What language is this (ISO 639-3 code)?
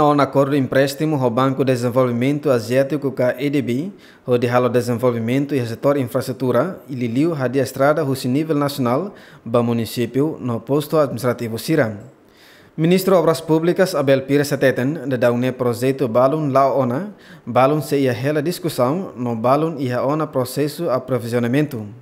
tet